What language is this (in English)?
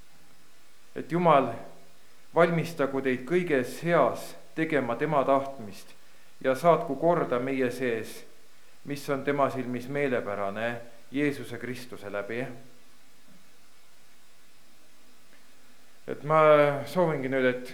Estonian